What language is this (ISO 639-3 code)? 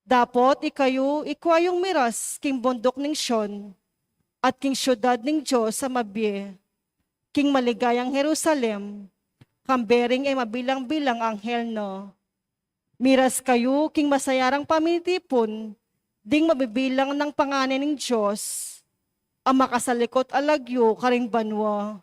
pam